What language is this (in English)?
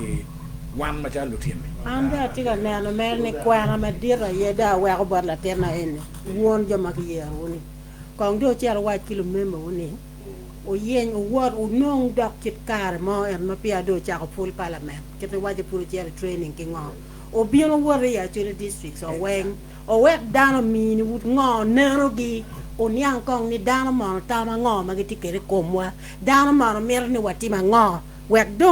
Acoli